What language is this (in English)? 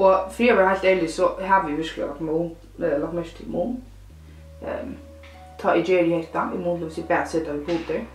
Faroese